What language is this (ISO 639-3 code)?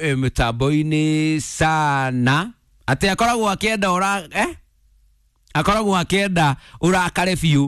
kik